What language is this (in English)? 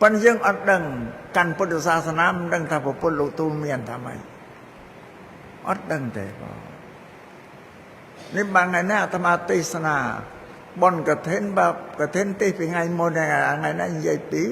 Khmer